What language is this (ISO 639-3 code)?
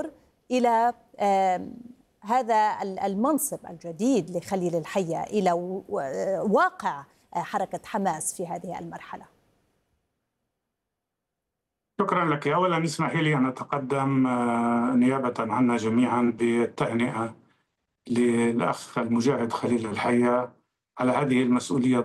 ara